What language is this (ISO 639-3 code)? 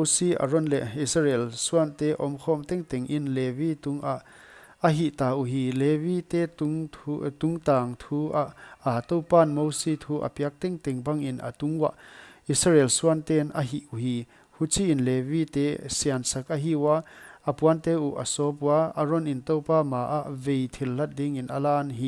pck